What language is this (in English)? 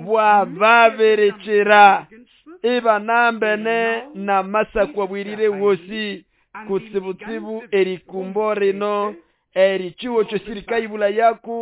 Nande